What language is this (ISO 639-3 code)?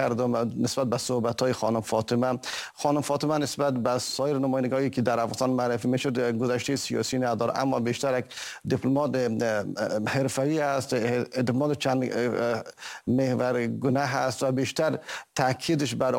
fas